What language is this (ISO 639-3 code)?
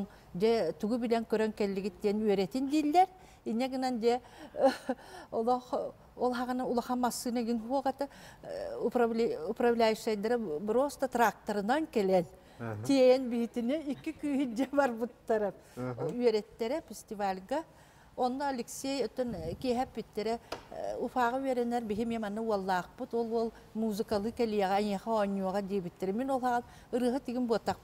sah